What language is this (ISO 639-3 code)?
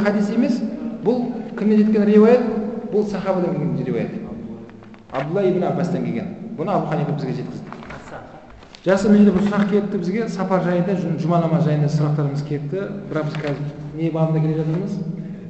kaz